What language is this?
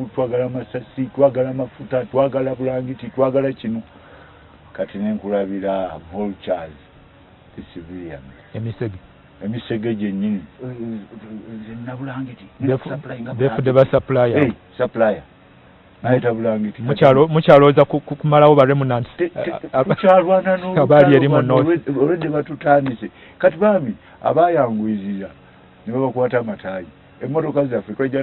Ganda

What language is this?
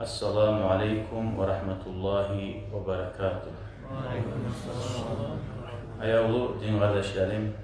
Kumyk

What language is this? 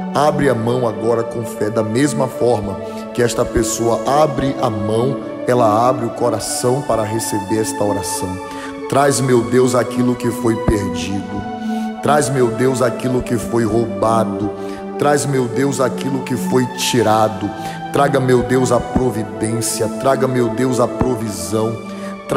Portuguese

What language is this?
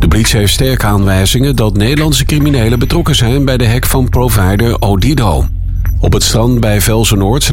Dutch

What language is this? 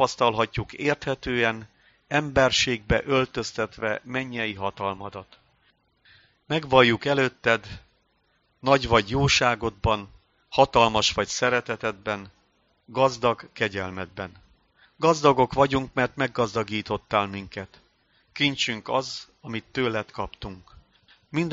Hungarian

